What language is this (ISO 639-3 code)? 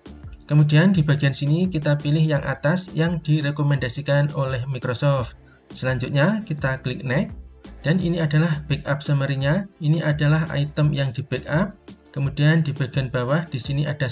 ind